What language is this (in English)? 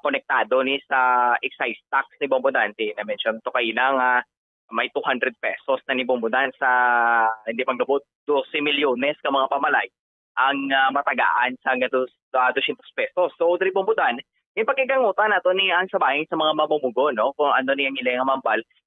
Hiligaynon